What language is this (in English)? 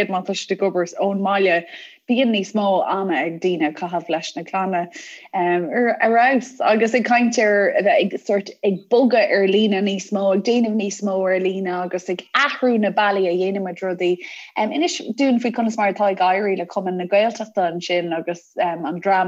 Irish